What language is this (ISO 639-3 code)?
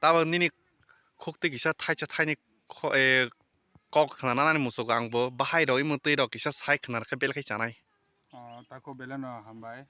trp